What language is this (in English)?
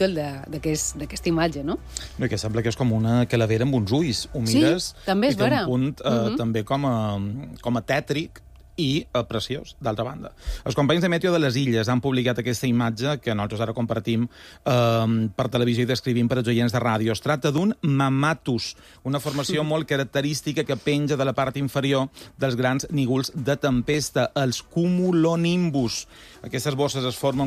Catalan